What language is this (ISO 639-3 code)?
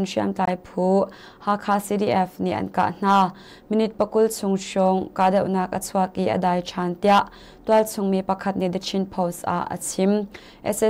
cnh